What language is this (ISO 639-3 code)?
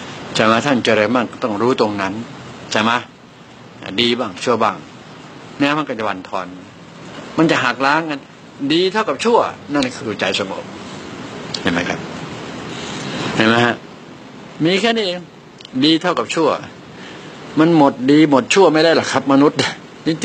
tha